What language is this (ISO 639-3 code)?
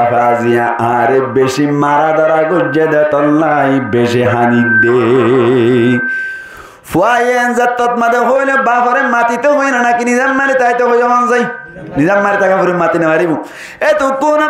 rhg